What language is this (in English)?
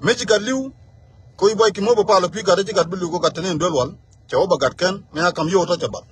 Nuer